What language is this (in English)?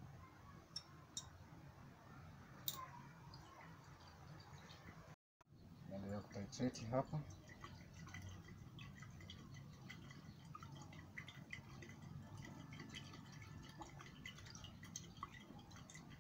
Swahili